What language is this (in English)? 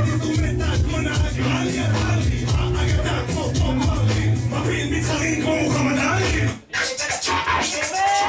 Hebrew